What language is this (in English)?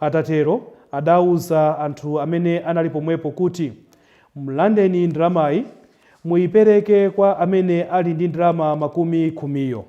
Nyanja